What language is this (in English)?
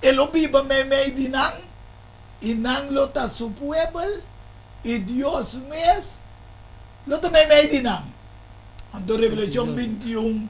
Papiamento